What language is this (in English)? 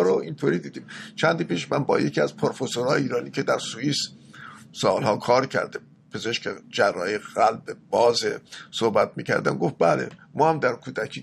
Persian